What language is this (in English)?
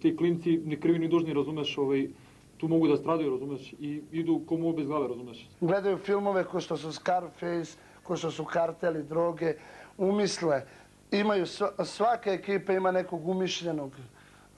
Serbian